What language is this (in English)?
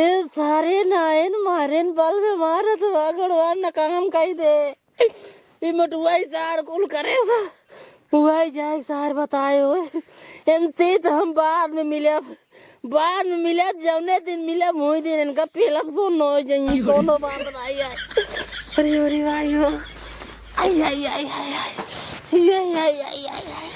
Awadhi